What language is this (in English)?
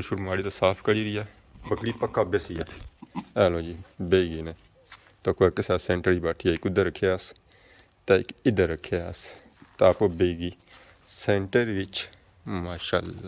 Pahari-Potwari